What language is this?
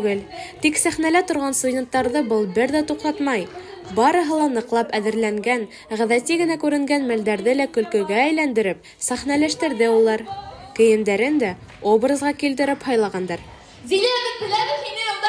Bashkir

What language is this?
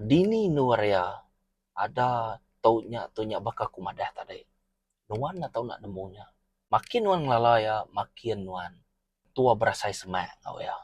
Iban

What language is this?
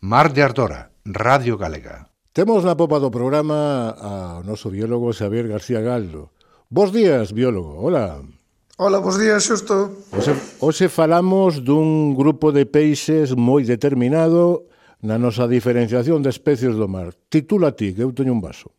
Galician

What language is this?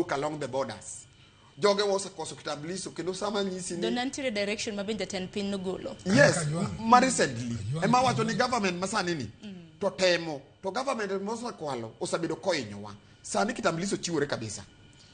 Luo (Kenya and Tanzania)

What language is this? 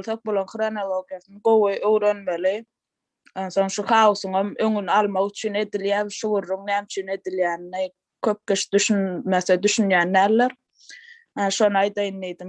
Turkmen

